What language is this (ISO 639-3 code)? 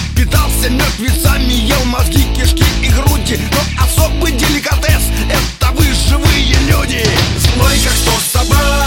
rus